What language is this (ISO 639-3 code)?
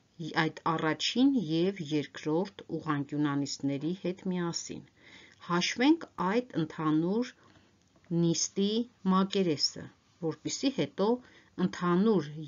hye